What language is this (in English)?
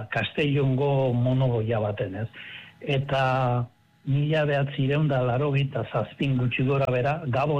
Basque